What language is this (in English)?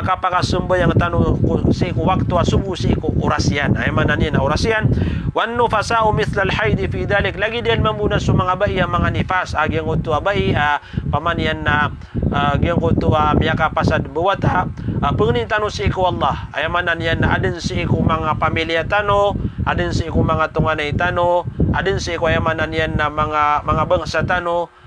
Maranao